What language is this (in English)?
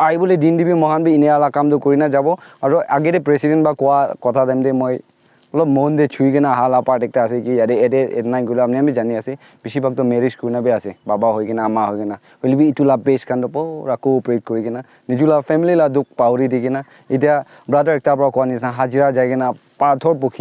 Naga Pidgin